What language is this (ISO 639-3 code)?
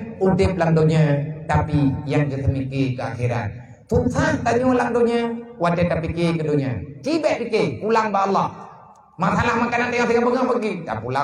ace